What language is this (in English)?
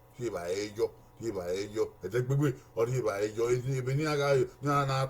Bini